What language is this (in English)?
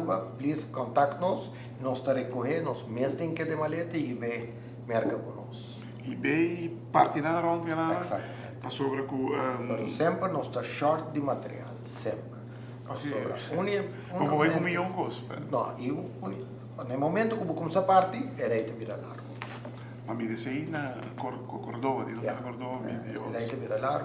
Papiamento